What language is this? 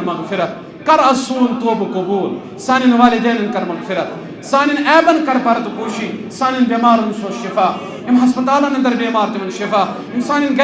Kashmiri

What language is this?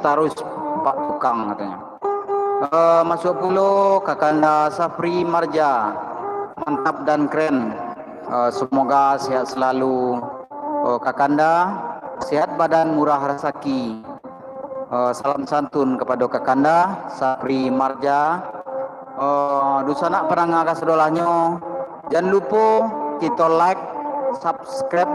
Minangkabau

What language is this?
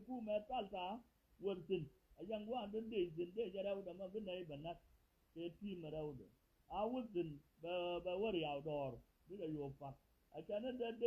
Nuer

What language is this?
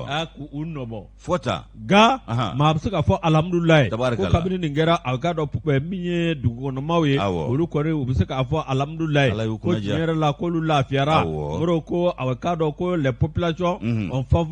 Bambara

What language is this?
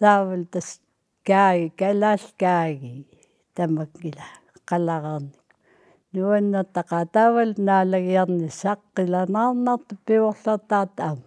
Kalaallisut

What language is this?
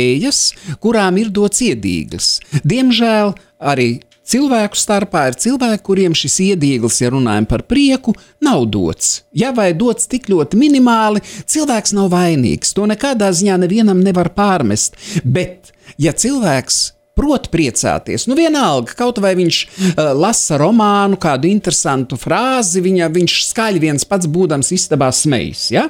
Latvian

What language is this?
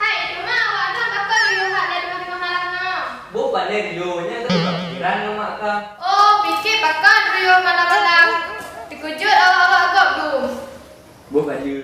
Achinese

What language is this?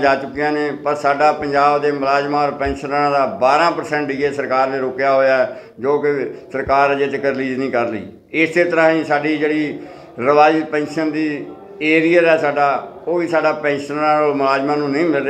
Punjabi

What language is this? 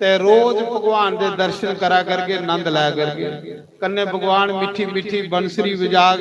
Dogri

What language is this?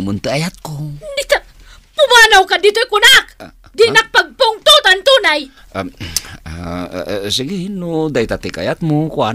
Iloko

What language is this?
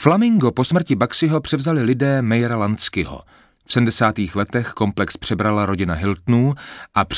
Czech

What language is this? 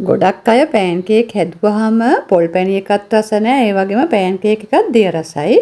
Sinhala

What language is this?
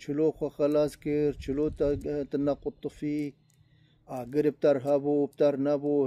Kurdish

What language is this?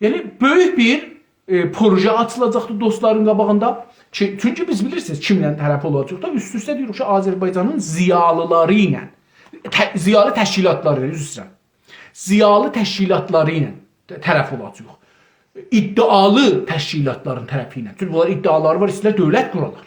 South Azerbaijani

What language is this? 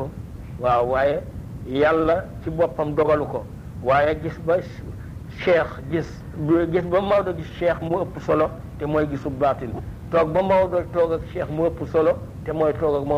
Wolof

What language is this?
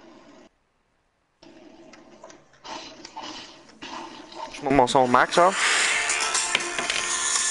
French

